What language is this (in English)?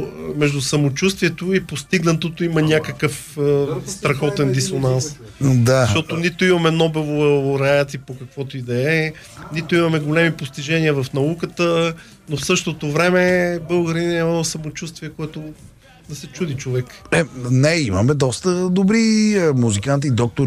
Bulgarian